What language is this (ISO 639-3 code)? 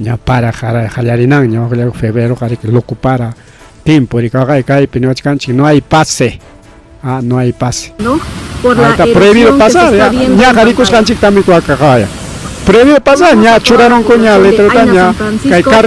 quy